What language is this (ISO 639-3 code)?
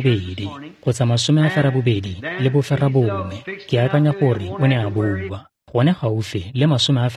tsn